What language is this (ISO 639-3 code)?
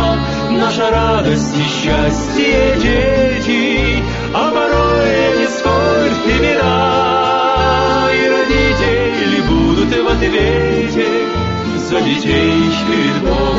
rus